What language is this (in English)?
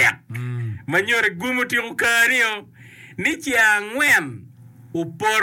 Acoli